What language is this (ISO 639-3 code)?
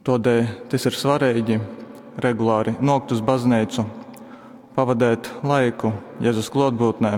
ltg